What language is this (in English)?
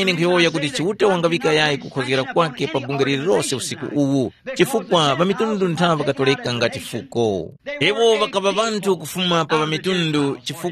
Tumbuka